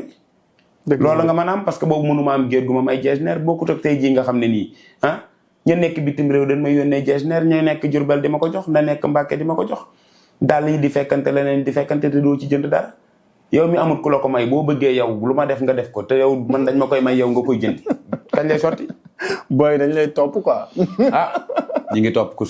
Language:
Wolof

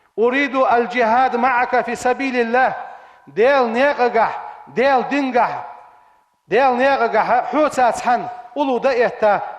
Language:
Ingush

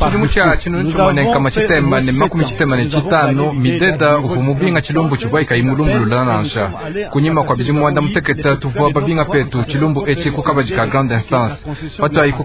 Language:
Luba-Lulua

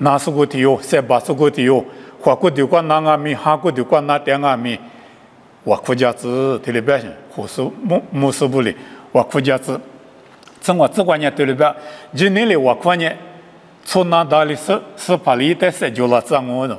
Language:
Lisu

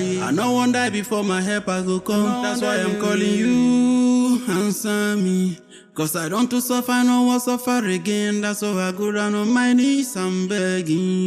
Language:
Nigerian Pidgin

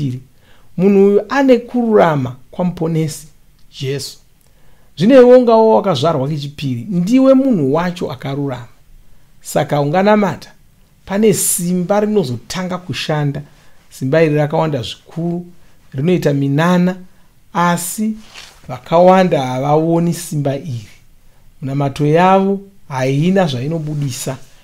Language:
Shona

